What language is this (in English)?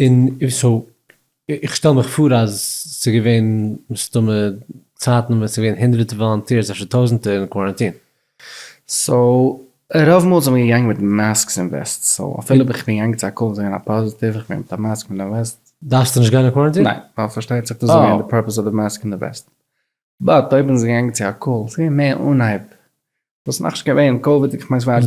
Yiddish